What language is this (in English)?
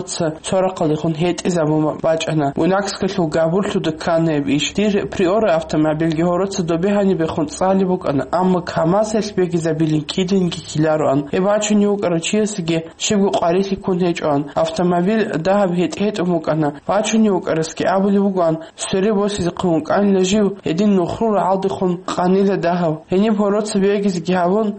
Avaric